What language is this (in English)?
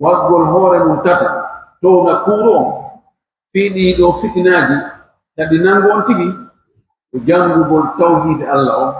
Pular